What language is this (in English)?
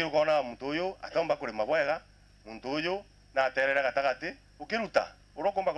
Meru